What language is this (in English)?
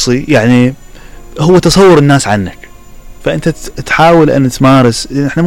Mesopotamian Arabic